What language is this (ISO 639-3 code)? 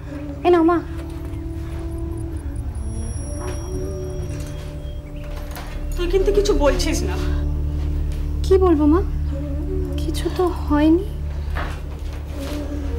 ben